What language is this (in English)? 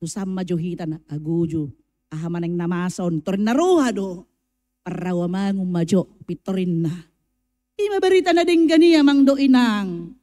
Batak Toba